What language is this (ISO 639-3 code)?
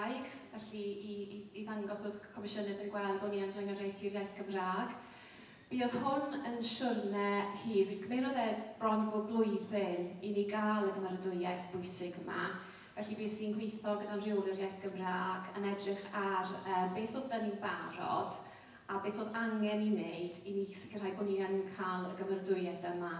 cym